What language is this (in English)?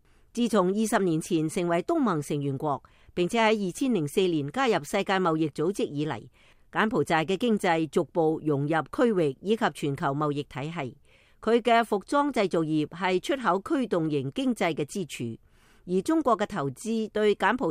Cantonese